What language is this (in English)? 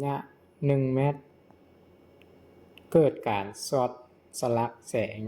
Lao